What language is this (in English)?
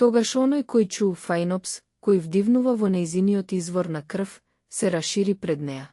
Macedonian